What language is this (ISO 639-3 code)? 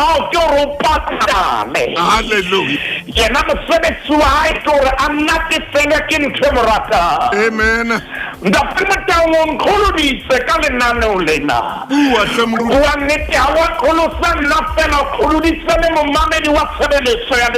sot